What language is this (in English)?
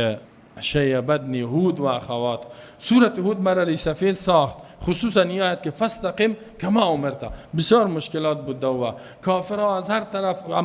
Persian